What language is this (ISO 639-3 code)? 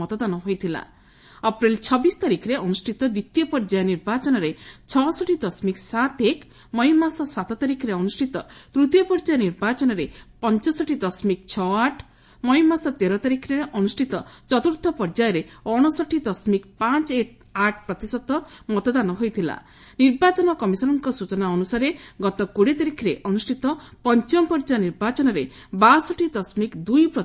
ori